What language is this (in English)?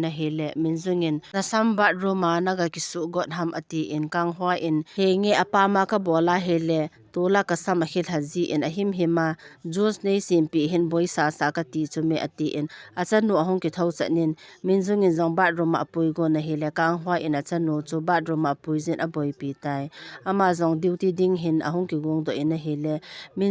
Thado Chin